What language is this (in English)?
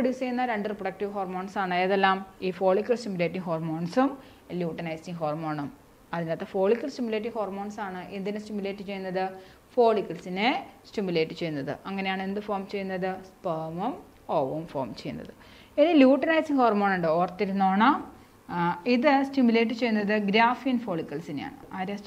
Malayalam